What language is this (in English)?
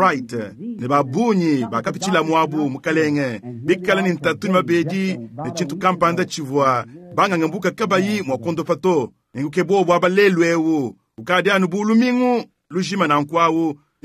Luba-Lulua